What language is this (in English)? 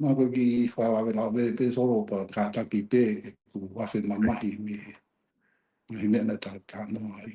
Tongan